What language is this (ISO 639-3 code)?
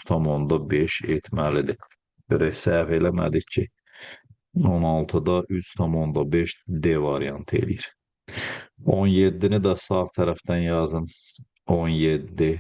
aze